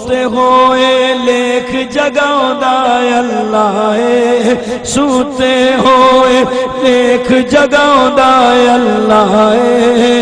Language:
Saraiki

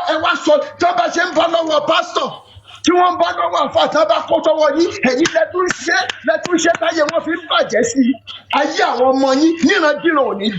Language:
Yoruba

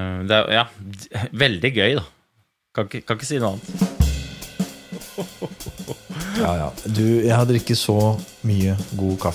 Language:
Norwegian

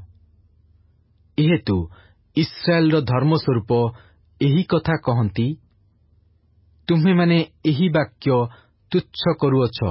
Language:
Odia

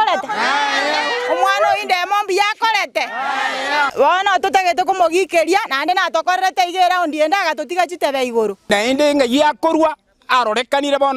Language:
Gusii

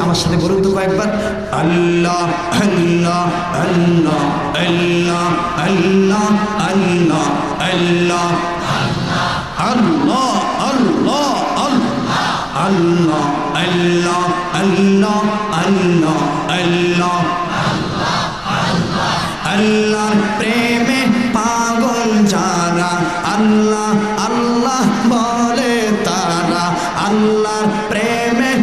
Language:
Bangla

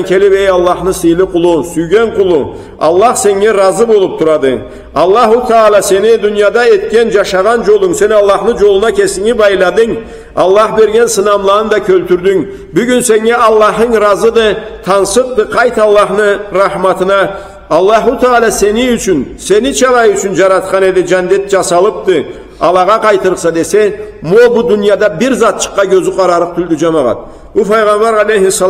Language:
Karachay-Balkar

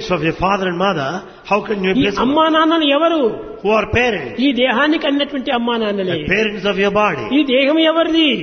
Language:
Telugu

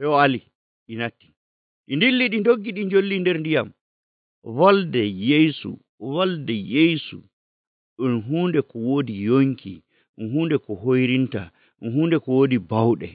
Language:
Nigerian Fulfulde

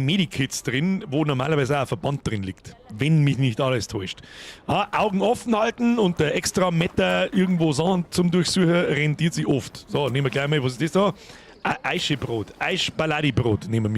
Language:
Bavarian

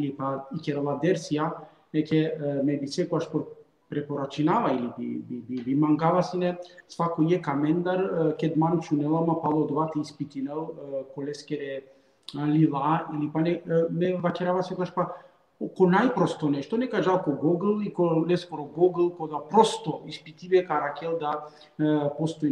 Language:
Balkan Romani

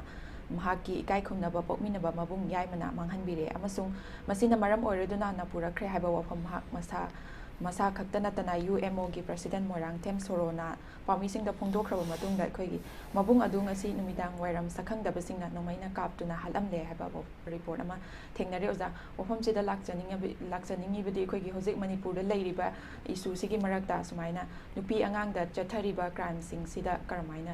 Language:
Manipuri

